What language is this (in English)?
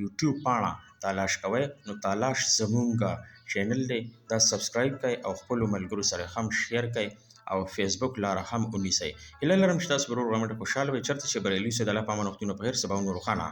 Pashto